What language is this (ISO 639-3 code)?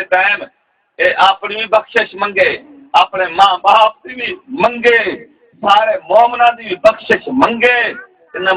skr